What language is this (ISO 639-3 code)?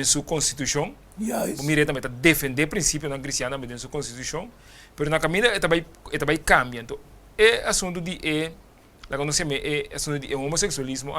pap